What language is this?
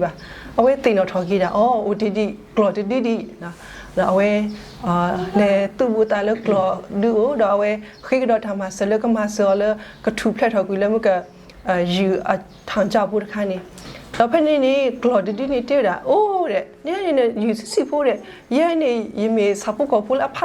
S'gaw Karen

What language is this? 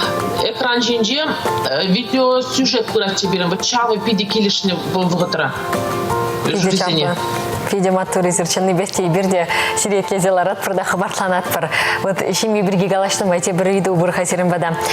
Chuvash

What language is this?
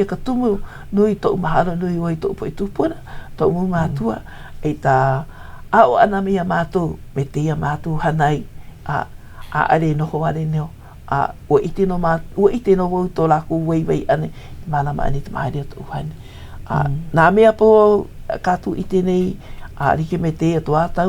Hawaiian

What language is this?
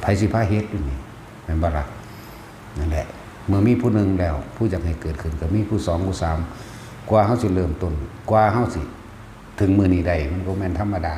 Northeastern Thai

